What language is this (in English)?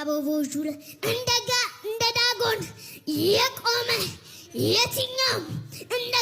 Amharic